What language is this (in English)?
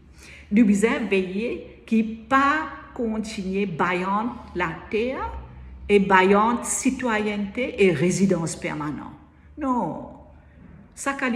Morisyen